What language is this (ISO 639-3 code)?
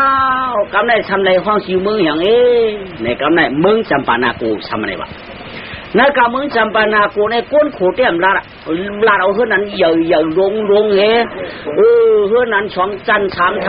shn